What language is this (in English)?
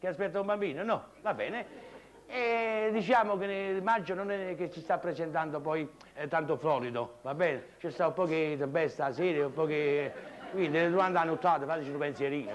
Neapolitan